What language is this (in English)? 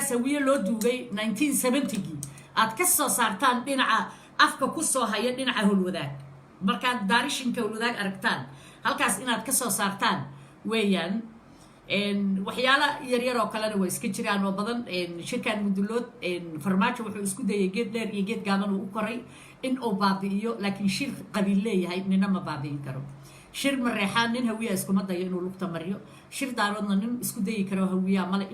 Somali